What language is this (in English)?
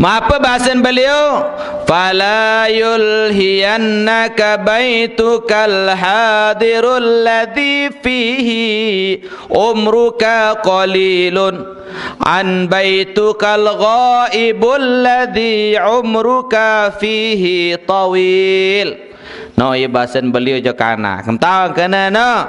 Sasak